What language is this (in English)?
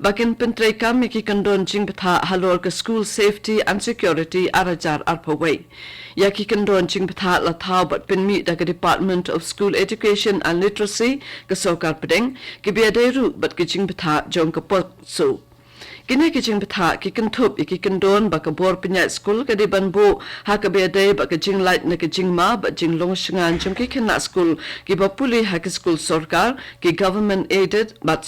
Khasi